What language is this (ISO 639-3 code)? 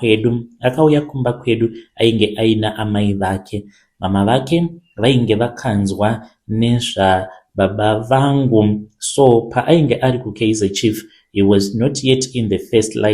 sna